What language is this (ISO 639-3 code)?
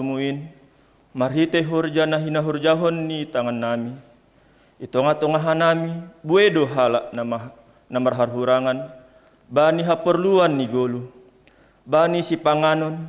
bts